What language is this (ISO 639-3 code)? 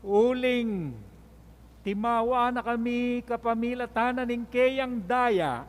pam